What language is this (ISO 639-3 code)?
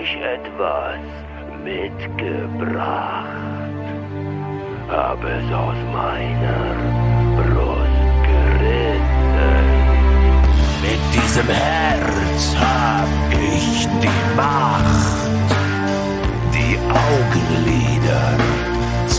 deu